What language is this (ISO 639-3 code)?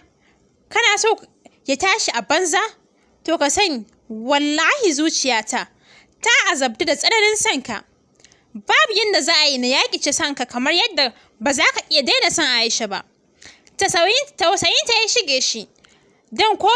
hau